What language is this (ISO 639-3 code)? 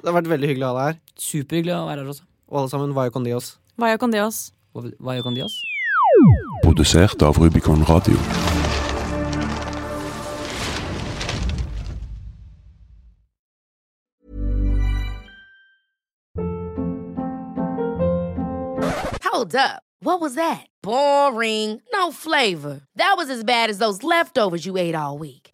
nor